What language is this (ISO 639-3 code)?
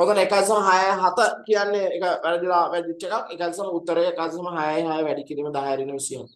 sin